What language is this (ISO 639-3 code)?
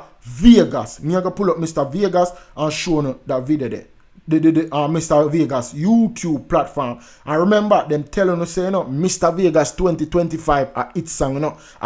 jam